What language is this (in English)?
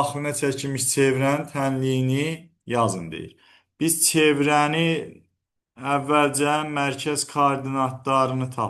Azerbaijani